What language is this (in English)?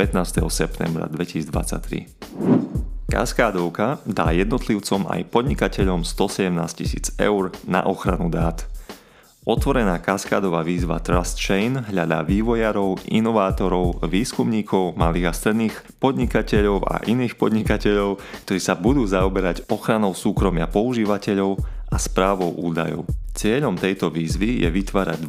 Slovak